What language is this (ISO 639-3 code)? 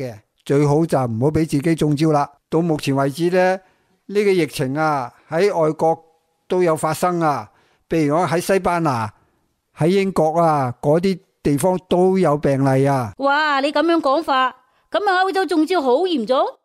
yue